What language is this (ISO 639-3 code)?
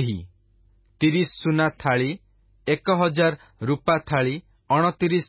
ori